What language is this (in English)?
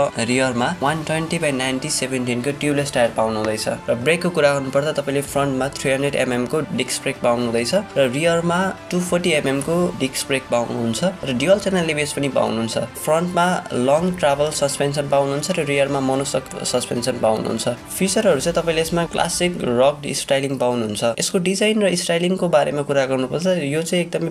Nepali